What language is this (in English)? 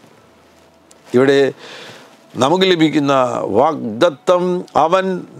Malayalam